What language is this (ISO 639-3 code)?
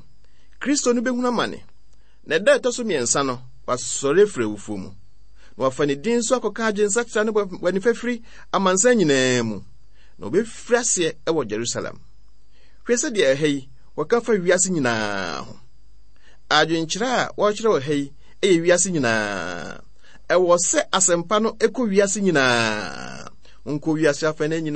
aka